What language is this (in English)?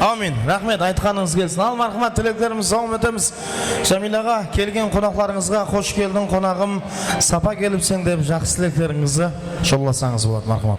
Kara-Kalpak